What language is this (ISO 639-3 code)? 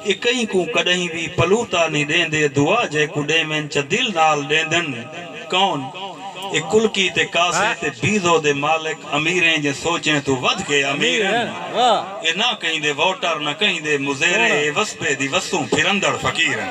skr